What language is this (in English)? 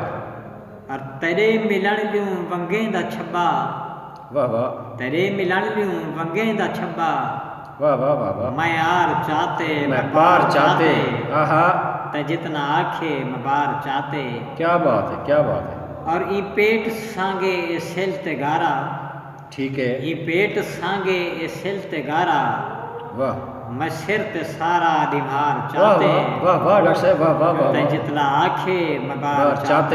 Saraiki